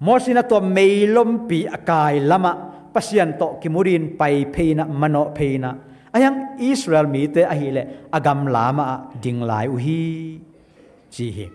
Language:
Tedim Chin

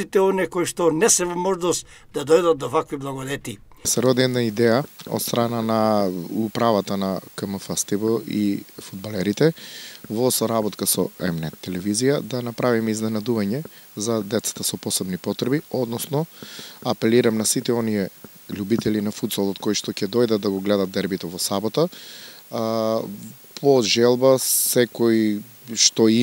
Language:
Macedonian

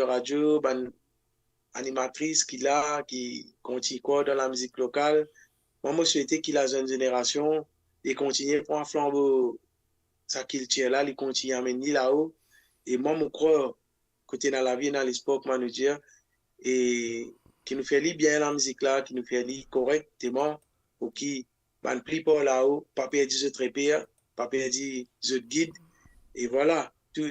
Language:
Morisyen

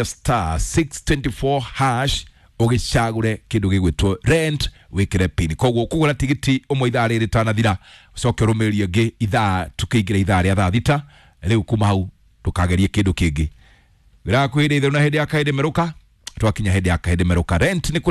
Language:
Kikuyu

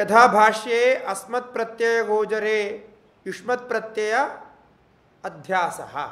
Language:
Sanskrit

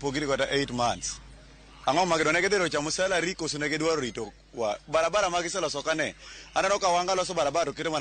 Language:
Luo (Kenya and Tanzania)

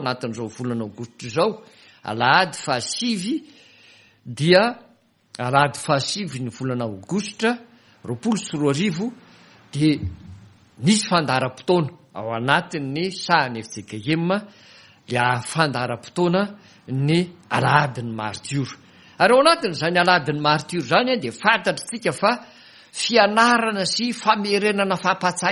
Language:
Malagasy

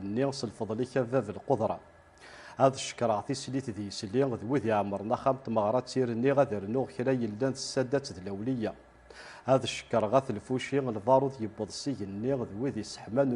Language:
Kabyle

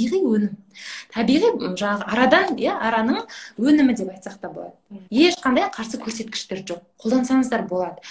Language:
Kazakh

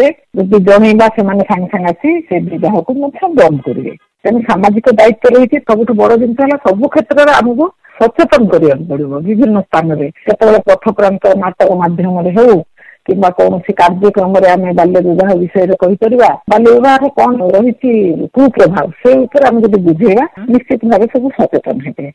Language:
Odia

